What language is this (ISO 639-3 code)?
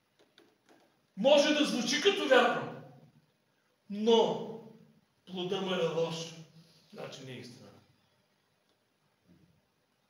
bul